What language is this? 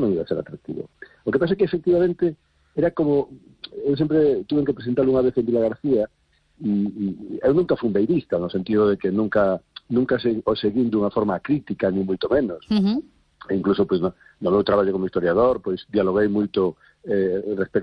Galician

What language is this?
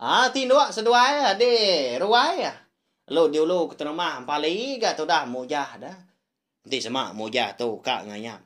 Iban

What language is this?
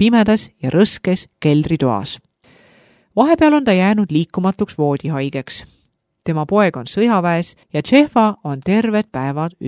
Estonian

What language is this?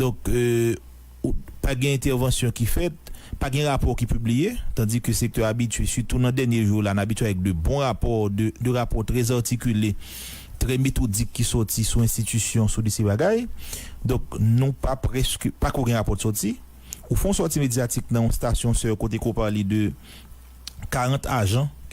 Haitian Creole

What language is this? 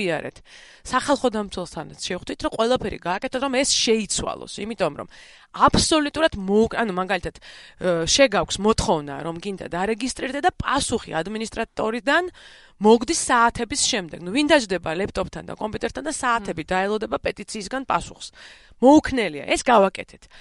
Georgian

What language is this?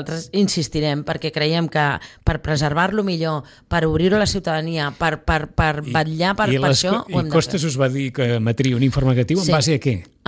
Catalan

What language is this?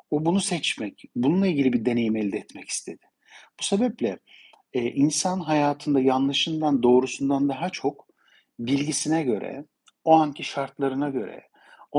Turkish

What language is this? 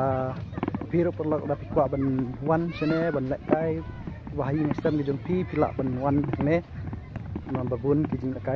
Khasi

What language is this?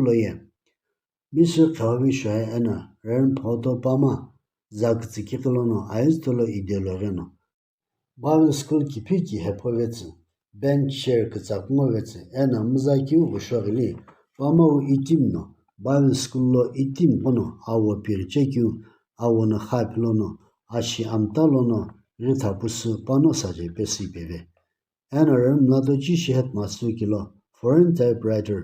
Sumi Naga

